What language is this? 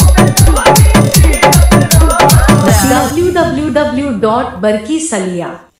Bhojpuri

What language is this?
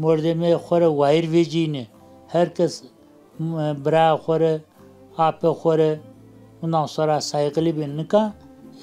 Zaza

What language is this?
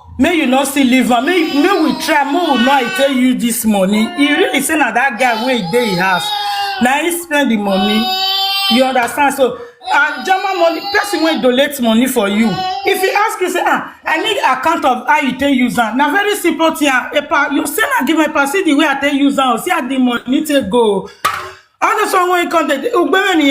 Nigerian Pidgin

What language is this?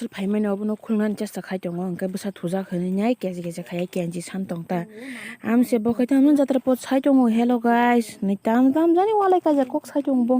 Kok Borok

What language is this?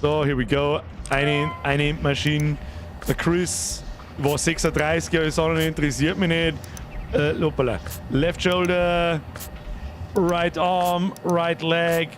Bavarian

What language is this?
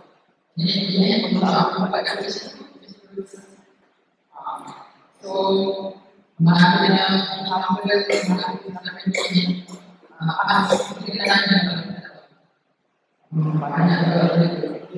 Malay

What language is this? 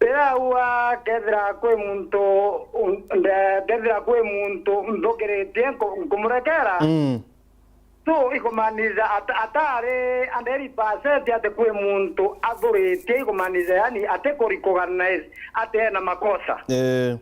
Meru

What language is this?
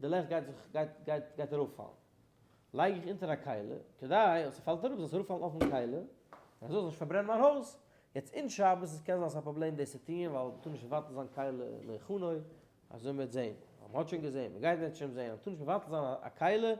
Yiddish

